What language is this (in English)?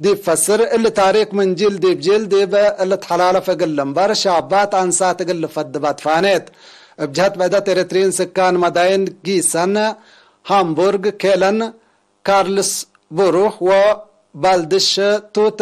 Tigre